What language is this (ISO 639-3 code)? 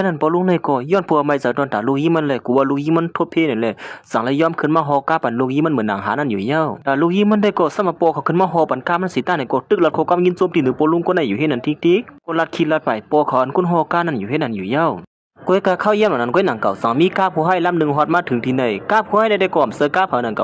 shn